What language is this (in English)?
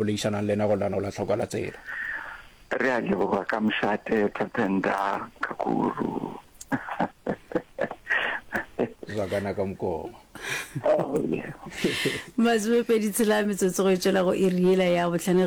Northern Sotho